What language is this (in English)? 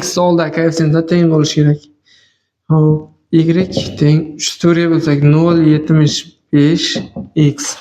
Uzbek